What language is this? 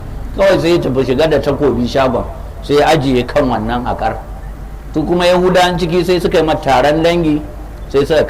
Hausa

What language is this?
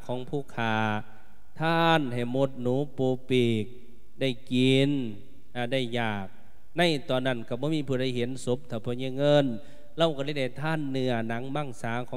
Lao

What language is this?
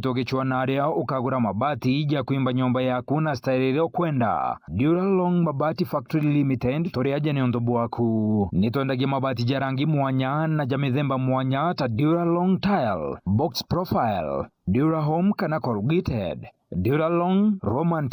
Meru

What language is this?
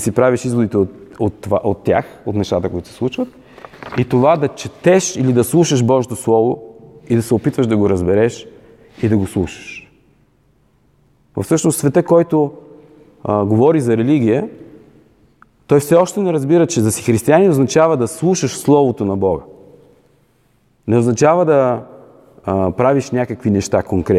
Bulgarian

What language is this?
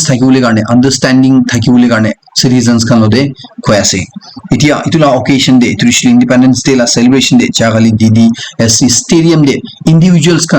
Naga Pidgin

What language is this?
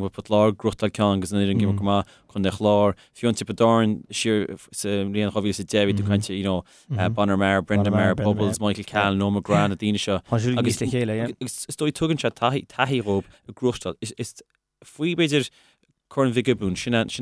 Irish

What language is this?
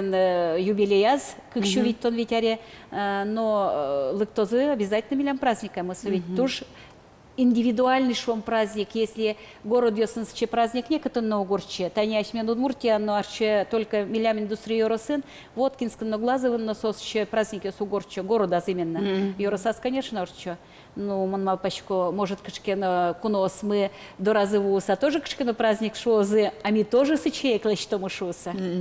Udmurt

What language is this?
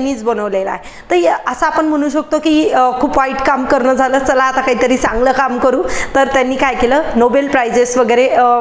Marathi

